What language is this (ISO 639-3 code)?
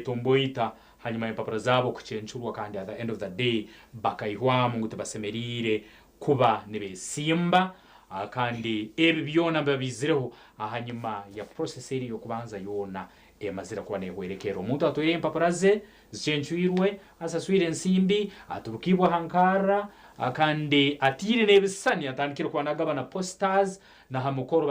nyn